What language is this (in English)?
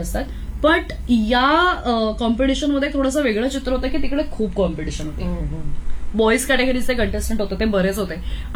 Marathi